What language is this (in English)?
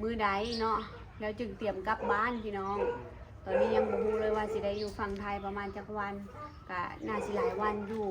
Lao